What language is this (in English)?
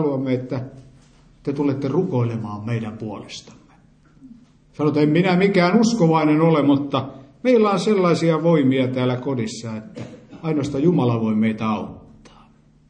Finnish